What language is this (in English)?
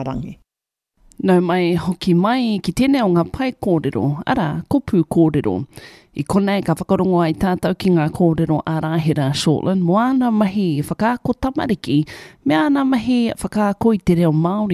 Māori